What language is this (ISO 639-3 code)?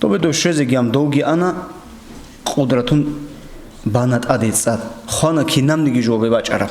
ava